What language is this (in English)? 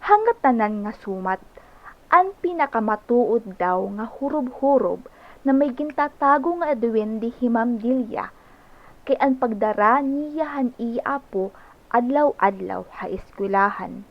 Waray